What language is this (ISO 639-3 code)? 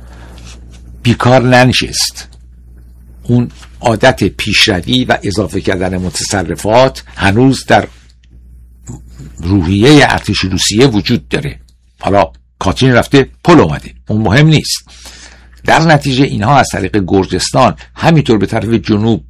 fas